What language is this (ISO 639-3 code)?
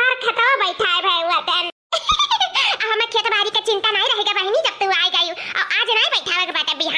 awa